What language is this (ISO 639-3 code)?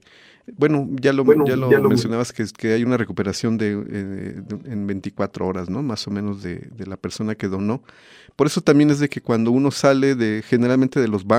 spa